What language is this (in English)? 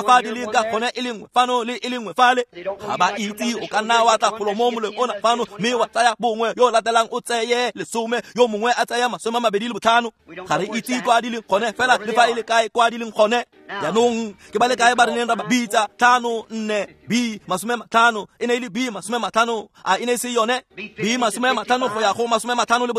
Tswana